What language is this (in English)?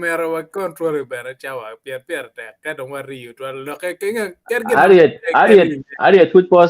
Acoli